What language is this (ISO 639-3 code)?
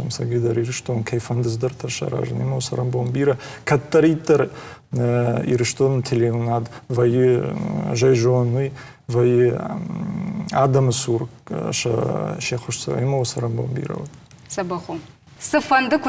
oss